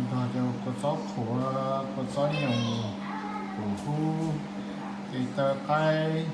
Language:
Hmong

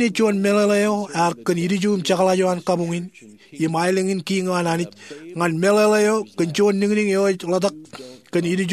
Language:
Marshallese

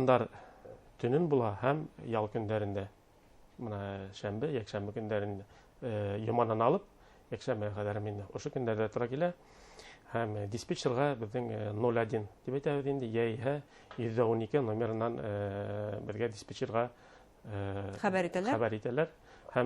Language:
Bashkir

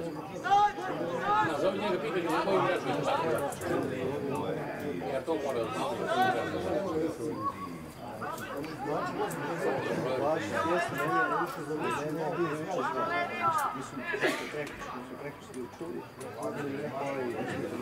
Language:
Serbian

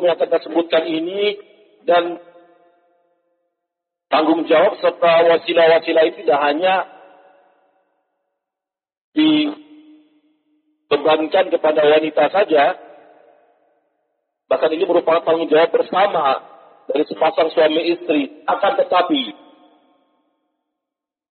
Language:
Indonesian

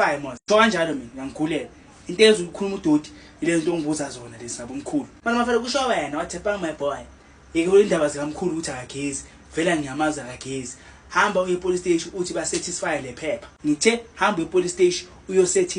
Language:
Zulu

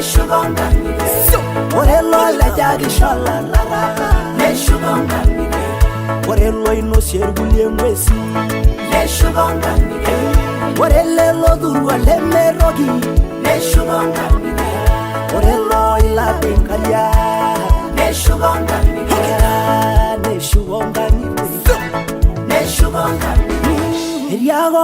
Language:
Masai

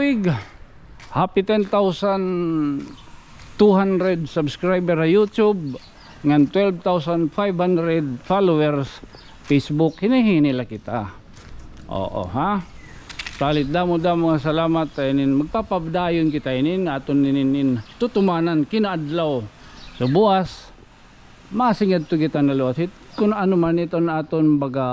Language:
Waray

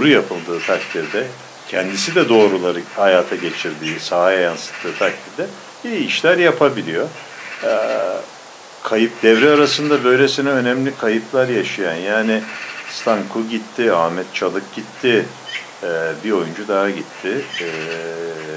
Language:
Turkish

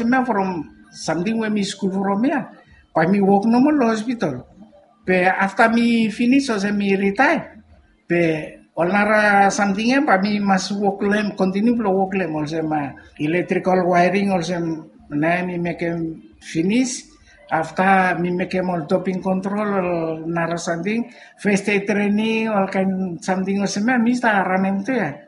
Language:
Bislama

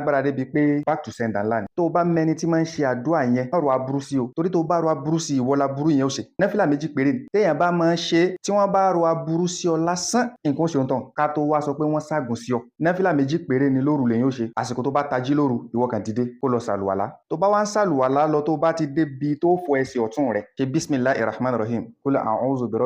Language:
Yoruba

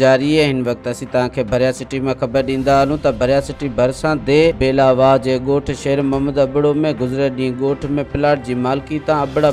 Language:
Sindhi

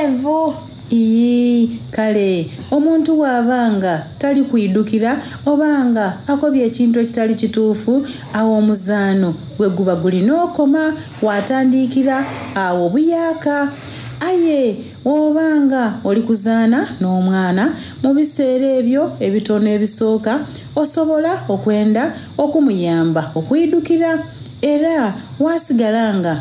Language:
Soga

